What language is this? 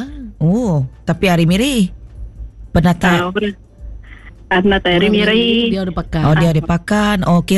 Iban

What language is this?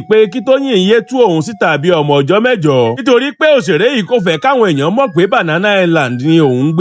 Yoruba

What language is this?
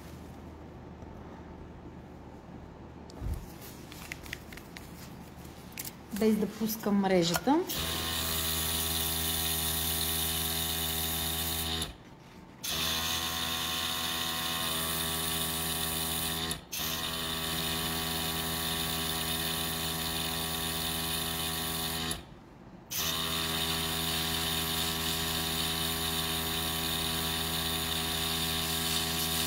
Bulgarian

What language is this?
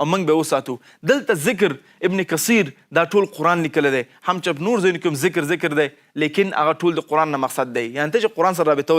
Pashto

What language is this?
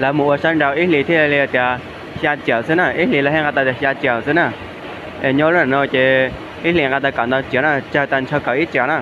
Hmong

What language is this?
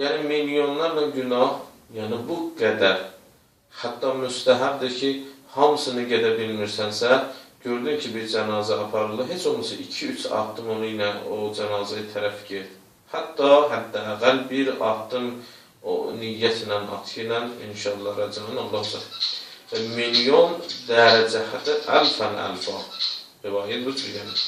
Azerbaijani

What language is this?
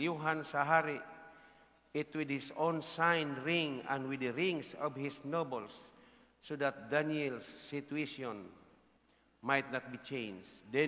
Cebuano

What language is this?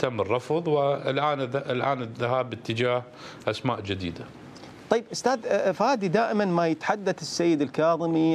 Mesopotamian Arabic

